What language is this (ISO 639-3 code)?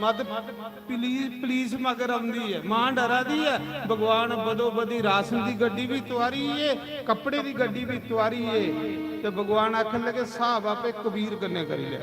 doi